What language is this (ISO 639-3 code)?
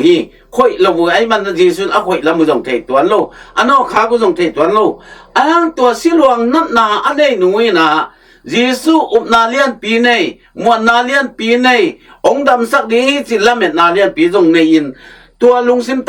ctd